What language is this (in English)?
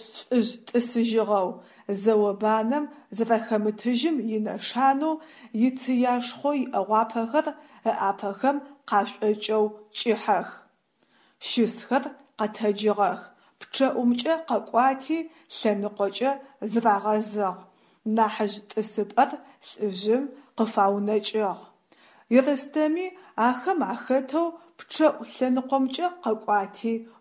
Adyghe